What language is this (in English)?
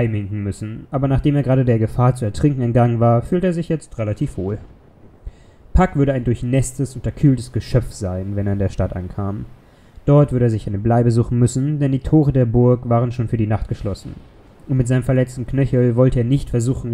German